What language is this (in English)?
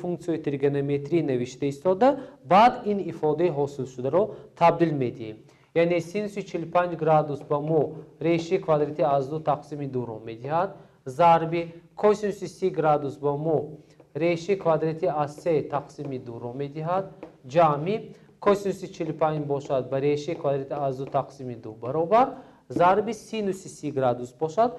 Tajik